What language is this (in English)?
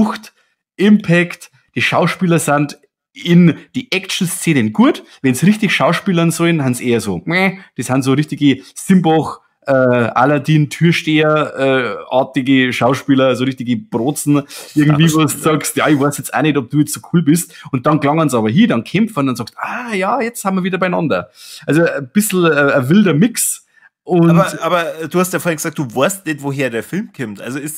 Bavarian